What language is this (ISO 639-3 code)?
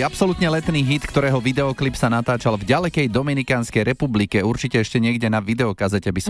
slk